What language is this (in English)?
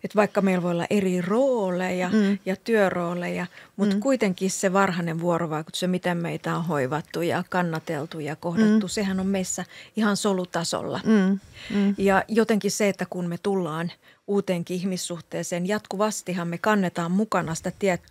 Finnish